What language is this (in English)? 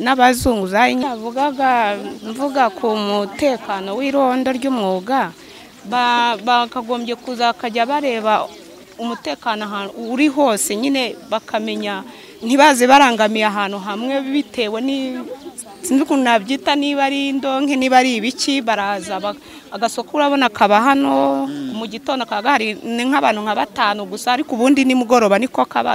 Kinyarwanda